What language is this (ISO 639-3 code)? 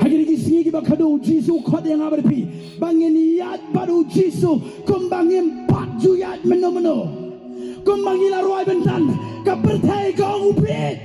kha